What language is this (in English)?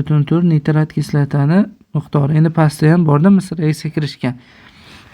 Uzbek